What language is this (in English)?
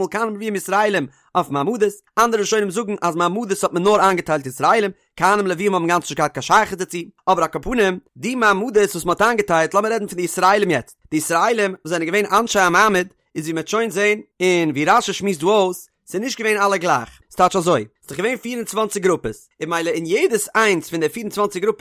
Yiddish